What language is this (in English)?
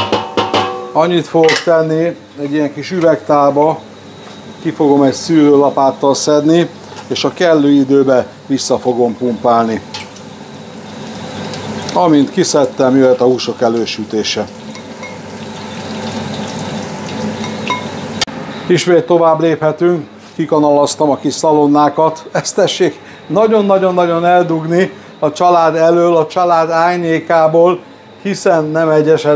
Hungarian